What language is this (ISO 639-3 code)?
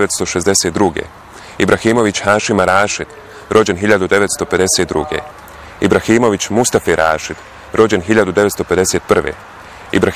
bos